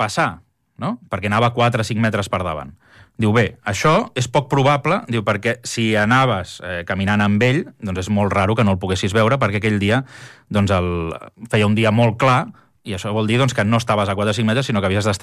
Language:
Catalan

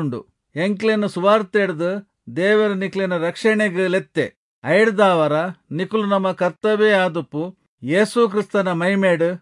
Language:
Tulu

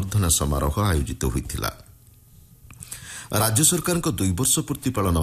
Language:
Odia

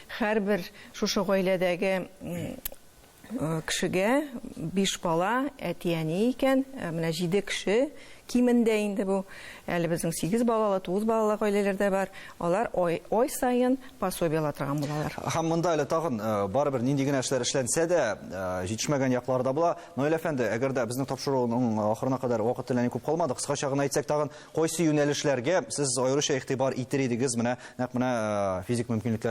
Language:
Tatar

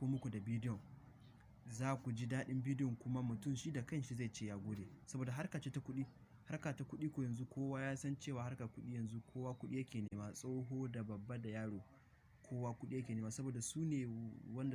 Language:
Hausa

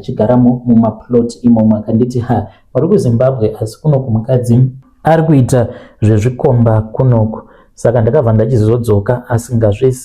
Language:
Shona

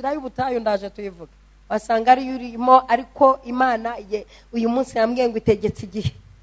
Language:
Kinyarwanda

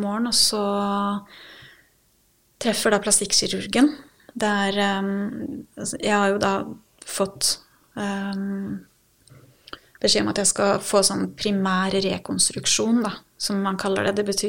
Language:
Norwegian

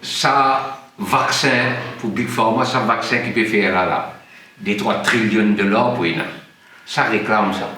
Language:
Morisyen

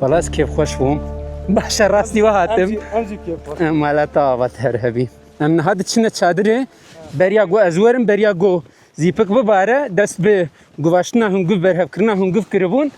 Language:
Kurdish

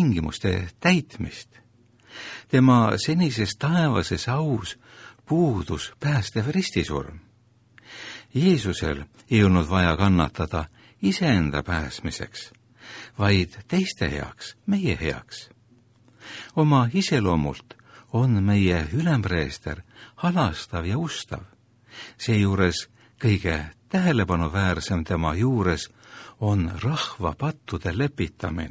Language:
Estonian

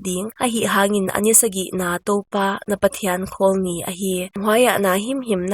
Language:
Paite Chin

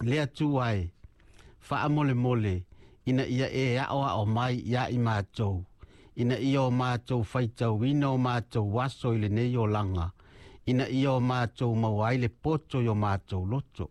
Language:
Samoan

